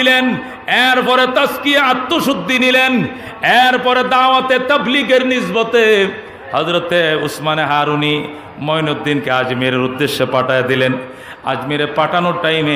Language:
Bangla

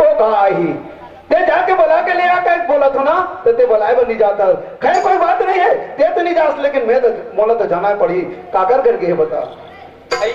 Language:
Chhattisgarhi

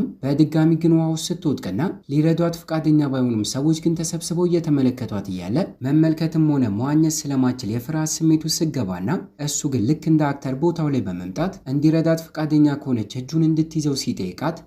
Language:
Amharic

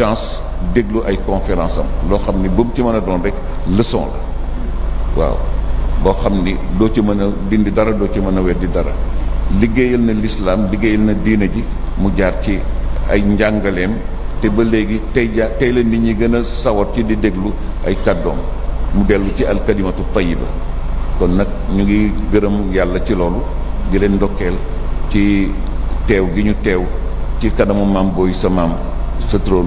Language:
Wolof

